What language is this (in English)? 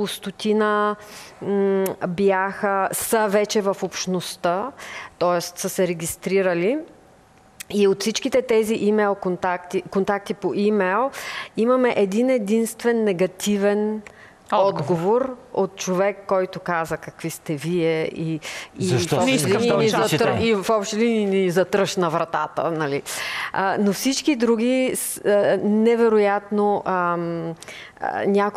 Bulgarian